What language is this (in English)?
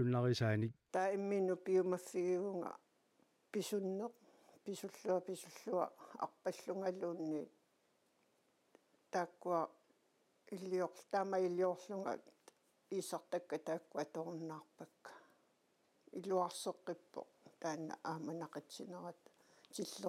Kalaallisut